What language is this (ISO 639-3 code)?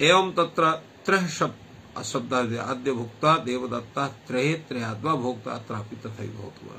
san